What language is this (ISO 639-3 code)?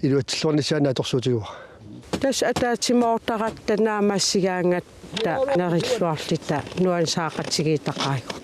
kal